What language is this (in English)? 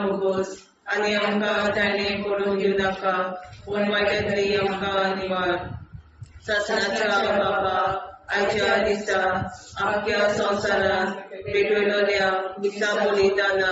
Konkani